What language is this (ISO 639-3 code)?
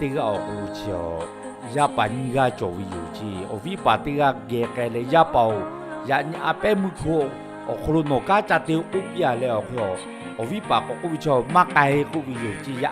lhu